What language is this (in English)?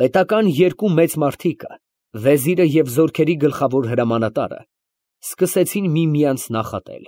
Armenian